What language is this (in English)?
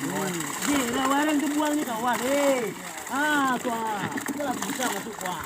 Minangkabau